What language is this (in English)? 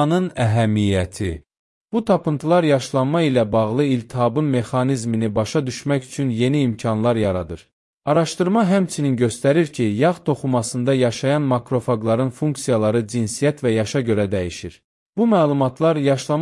Azerbaijani